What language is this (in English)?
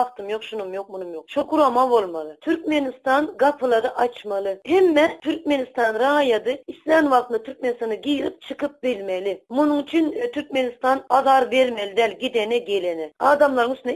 Turkmen